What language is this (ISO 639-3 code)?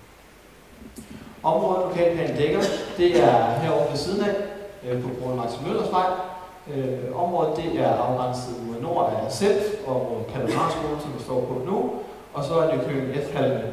dan